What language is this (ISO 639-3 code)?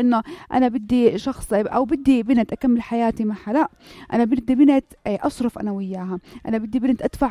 apc